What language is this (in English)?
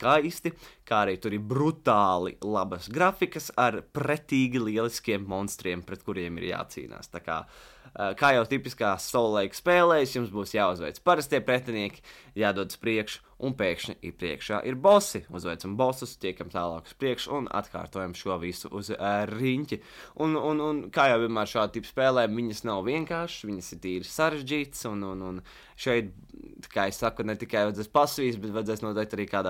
Latvian